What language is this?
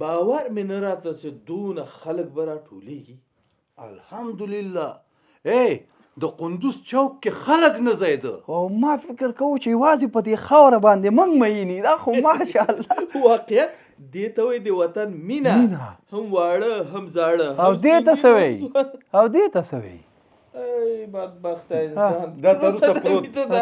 Pashto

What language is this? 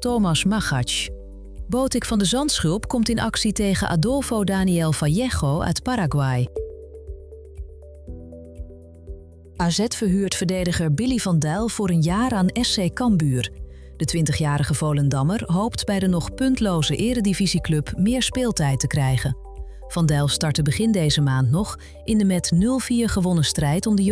Dutch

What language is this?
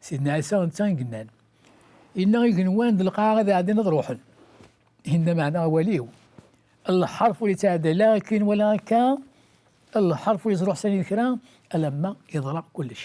Kabyle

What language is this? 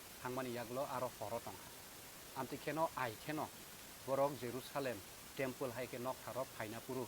Kok Borok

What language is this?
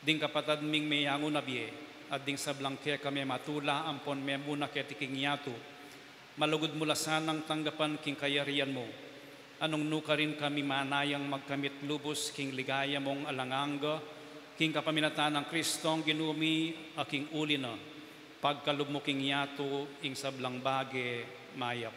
Pampanga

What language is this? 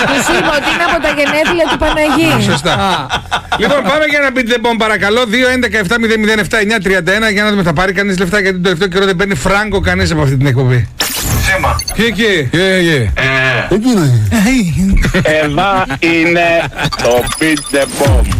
Greek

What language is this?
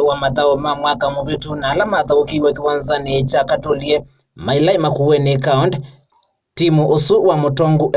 Kamba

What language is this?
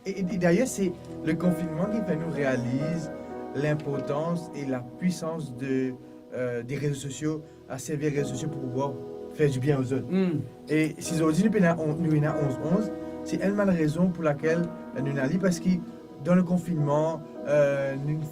Morisyen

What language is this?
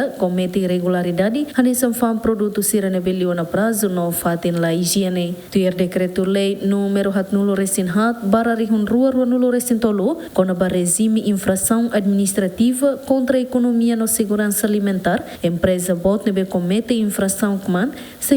Tetum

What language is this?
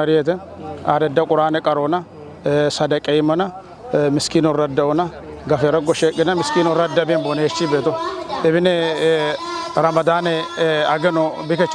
Kafa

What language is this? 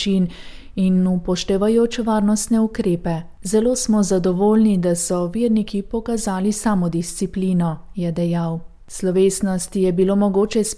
Slovenian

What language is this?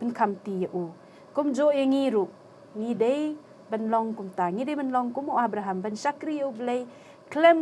Khasi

